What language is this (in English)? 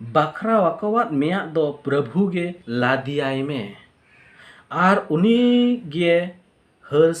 Santali